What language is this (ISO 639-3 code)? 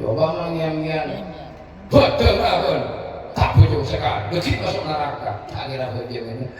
mad